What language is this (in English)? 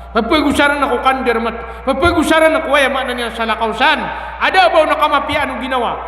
Maranao